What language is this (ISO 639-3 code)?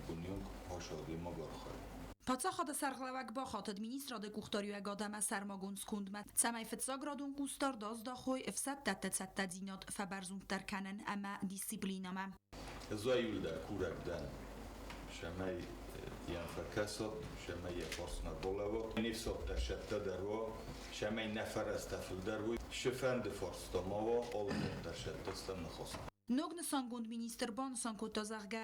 oss